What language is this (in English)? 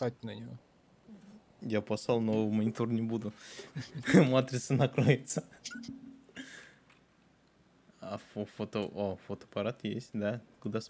Russian